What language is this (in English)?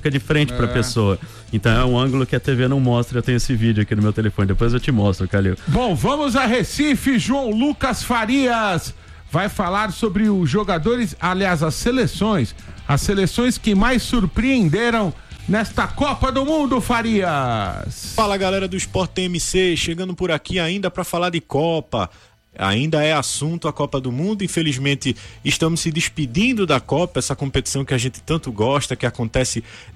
Portuguese